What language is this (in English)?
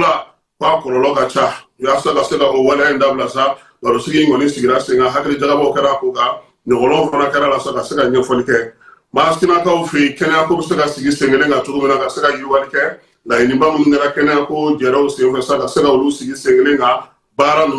Bambara